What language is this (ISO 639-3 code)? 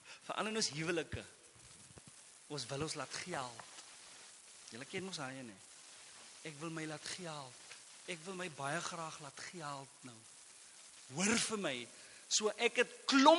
afr